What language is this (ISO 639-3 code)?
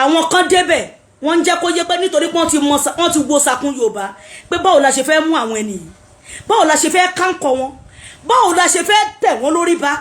yor